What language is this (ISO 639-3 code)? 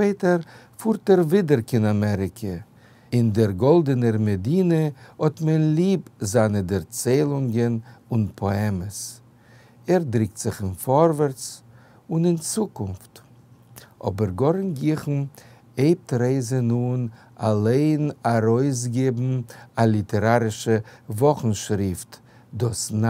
yid